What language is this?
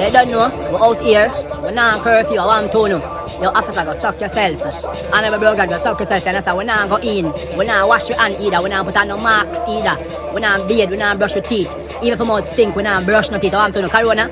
Jamaican Creole English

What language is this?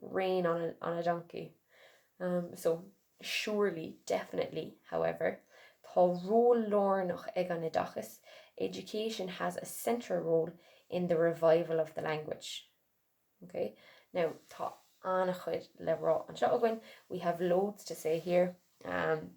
Irish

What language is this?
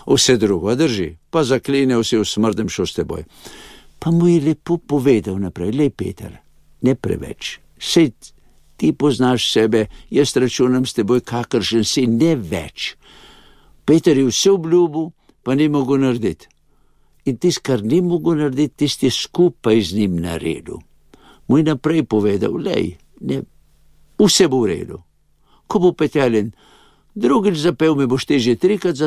Slovenian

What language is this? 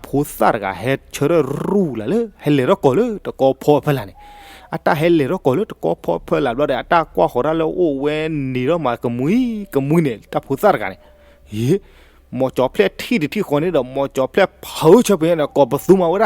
S'gaw Karen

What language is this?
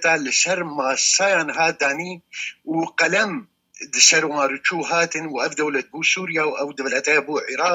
Kurdish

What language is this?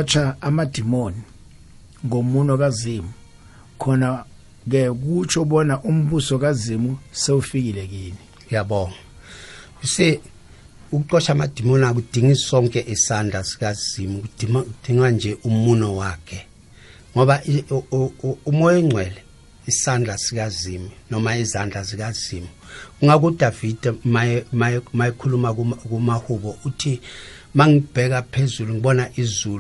South Ndebele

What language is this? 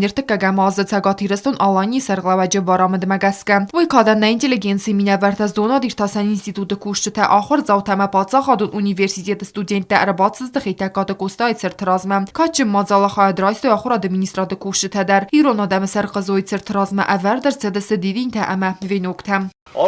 Ossetic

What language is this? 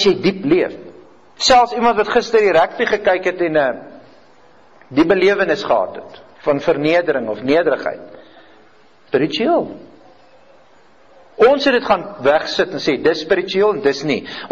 Afrikaans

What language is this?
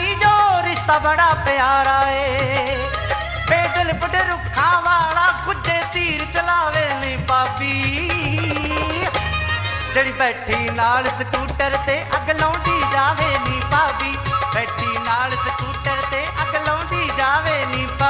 Punjabi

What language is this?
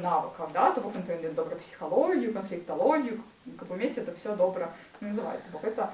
Belarusian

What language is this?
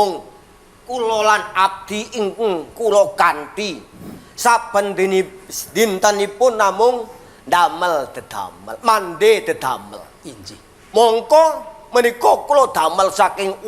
Javanese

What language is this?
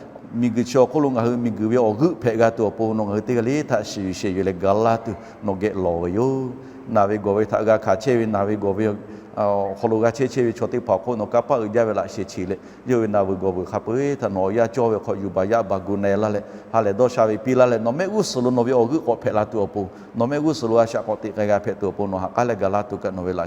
Lahu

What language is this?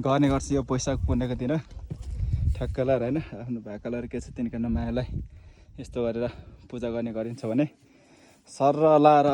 Nepali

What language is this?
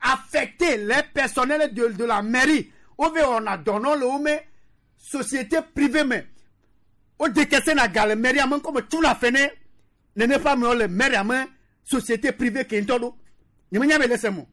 Gen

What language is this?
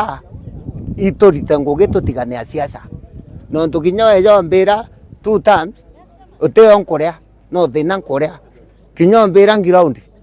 Meru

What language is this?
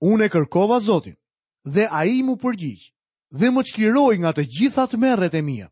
Albanian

